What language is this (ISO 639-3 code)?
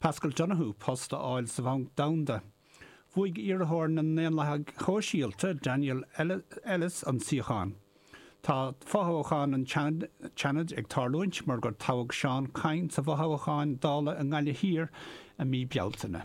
gle